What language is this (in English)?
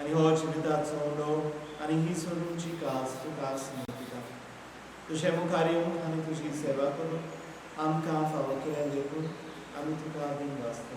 Konkani